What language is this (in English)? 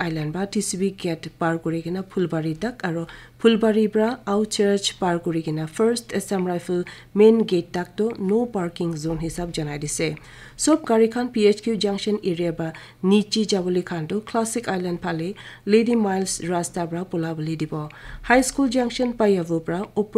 Naga Pidgin